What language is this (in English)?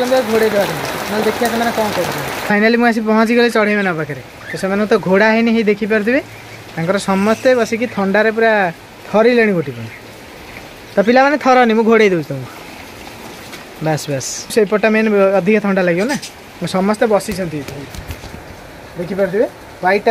Odia